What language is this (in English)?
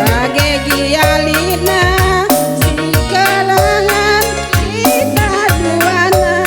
Batak Karo